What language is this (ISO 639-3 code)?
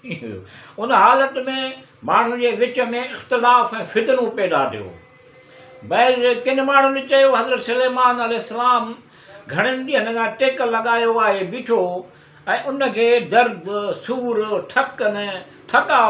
snd